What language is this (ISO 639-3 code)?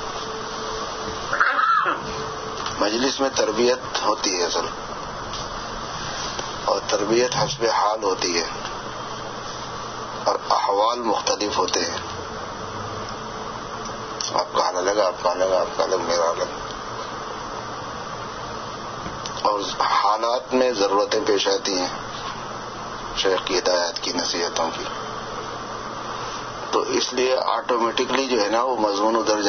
urd